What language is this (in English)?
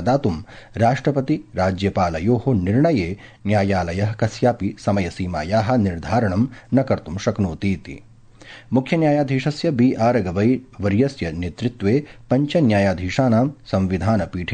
Sanskrit